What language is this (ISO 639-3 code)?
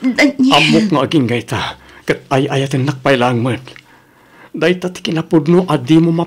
ilo